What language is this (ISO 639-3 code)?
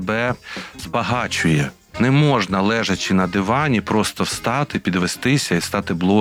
ukr